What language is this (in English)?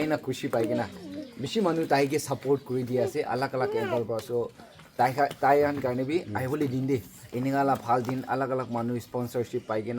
Naga Pidgin